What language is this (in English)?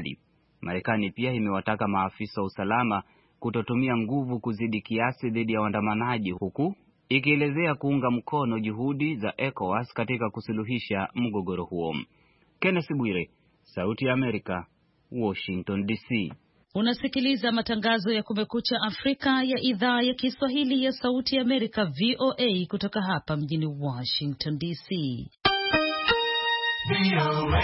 Swahili